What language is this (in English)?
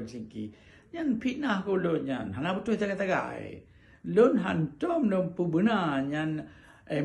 Achinese